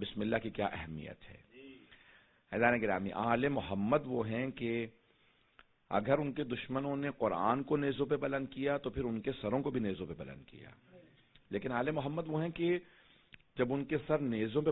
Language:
Urdu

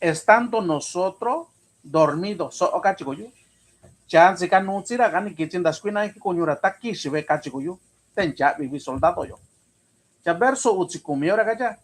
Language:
Mixtepec Mixtec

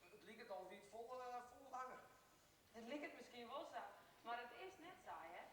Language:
Western Frisian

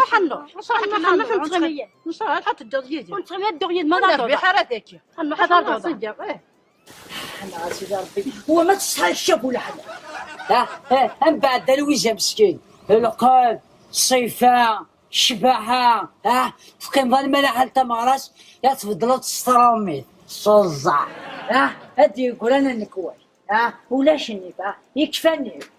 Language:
Kabyle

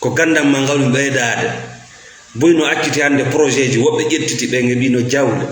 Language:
Fula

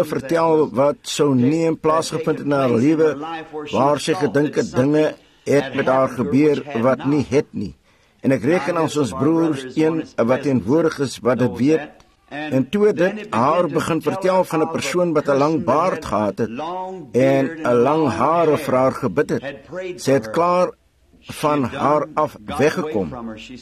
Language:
Afrikaans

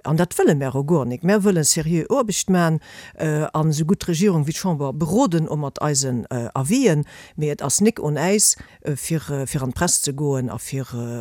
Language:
Luxembourgish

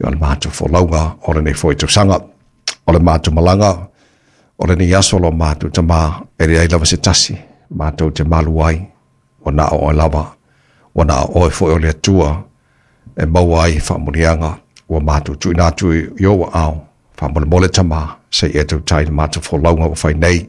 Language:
Samoan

